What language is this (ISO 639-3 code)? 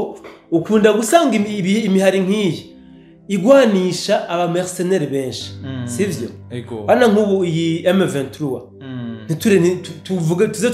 run